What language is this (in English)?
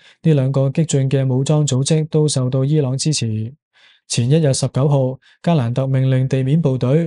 Cantonese